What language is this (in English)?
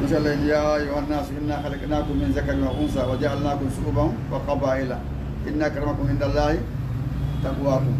Fula